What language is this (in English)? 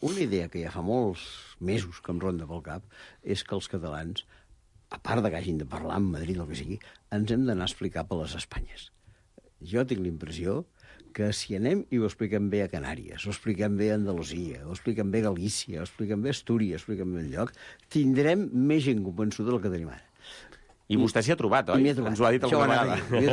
Catalan